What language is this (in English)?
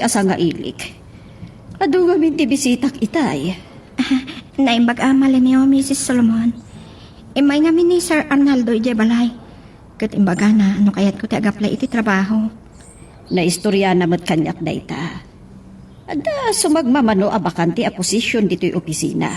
Iloko